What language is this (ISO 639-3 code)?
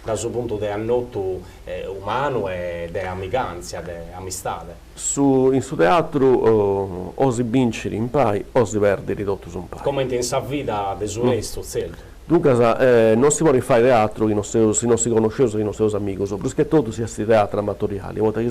srd